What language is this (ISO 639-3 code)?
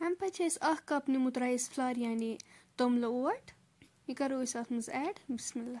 kas